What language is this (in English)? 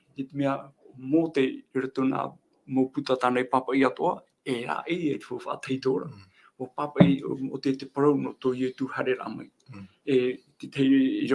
Tahitian